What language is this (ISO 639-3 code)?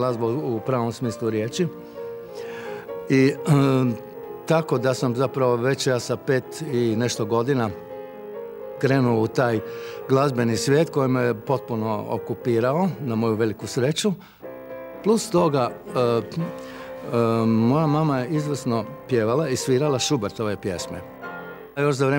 hrv